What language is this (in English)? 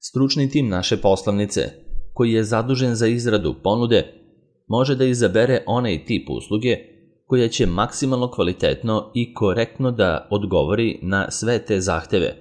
Serbian